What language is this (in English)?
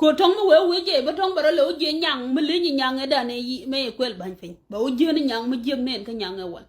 Nuer